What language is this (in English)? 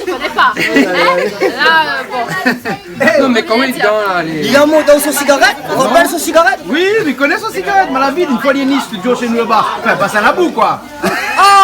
Réunion Creole French